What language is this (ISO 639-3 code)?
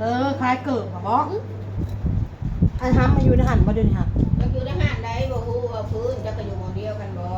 tts